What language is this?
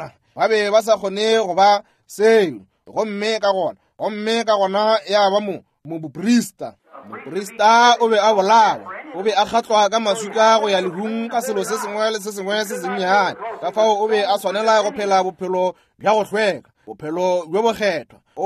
Northern Sotho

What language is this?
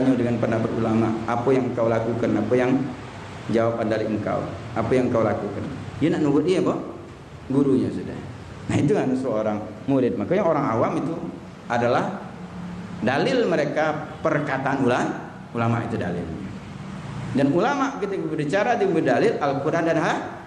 Musi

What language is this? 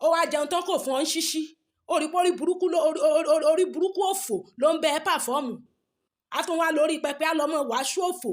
Yoruba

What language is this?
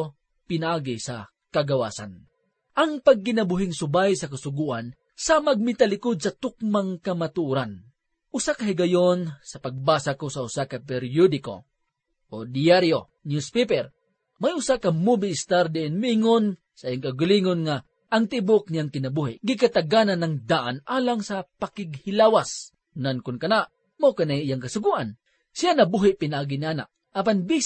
Cebuano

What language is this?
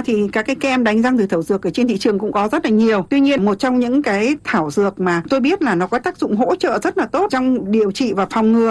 Vietnamese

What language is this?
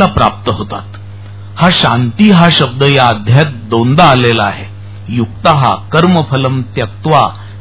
Marathi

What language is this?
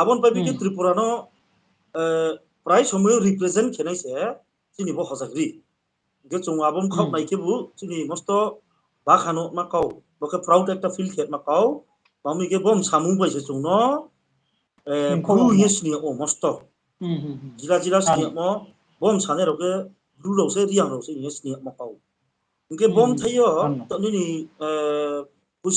Riang (India)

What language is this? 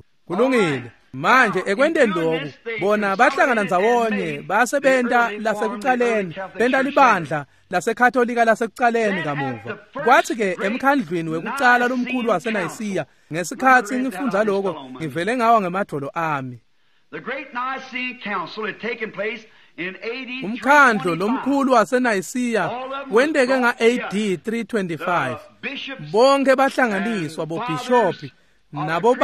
Swati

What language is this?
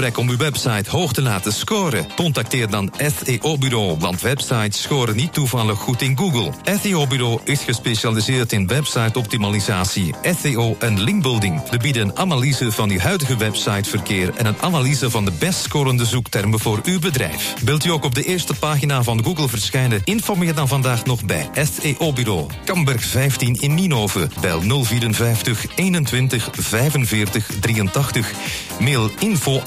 Dutch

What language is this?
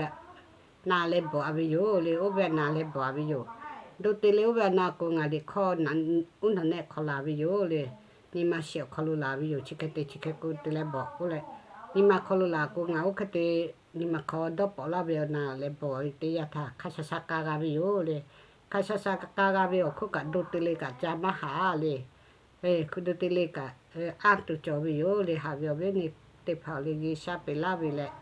Lahu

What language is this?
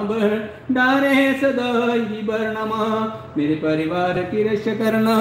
Hindi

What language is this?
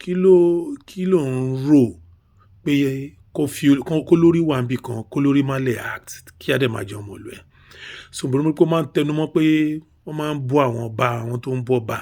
Yoruba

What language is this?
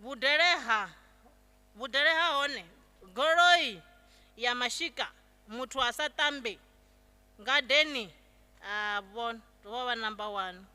Venda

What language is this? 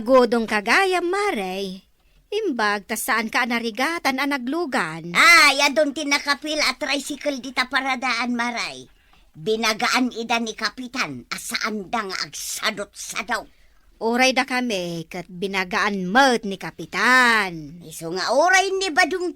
Iloko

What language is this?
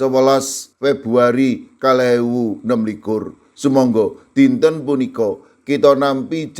Javanese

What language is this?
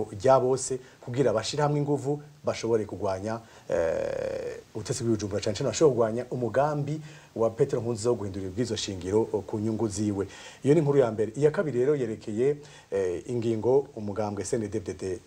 Rundi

